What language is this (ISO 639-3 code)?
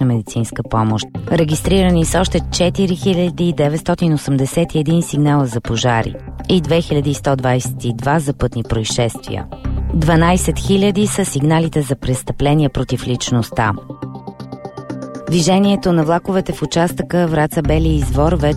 bul